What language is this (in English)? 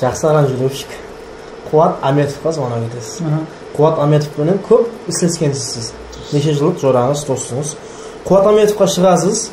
Kara-Kalpak